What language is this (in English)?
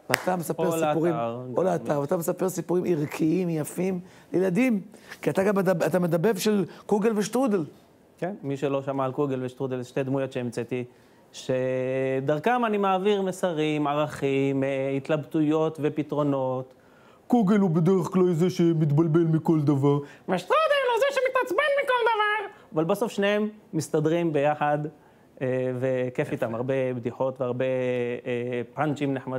Hebrew